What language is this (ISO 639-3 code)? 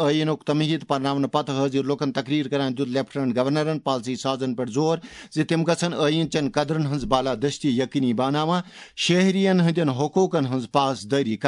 kas